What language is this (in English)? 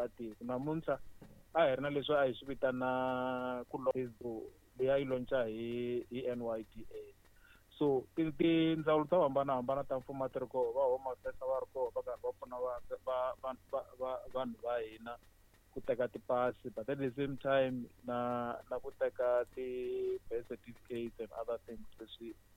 Tsonga